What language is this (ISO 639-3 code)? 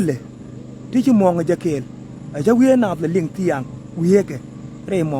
nus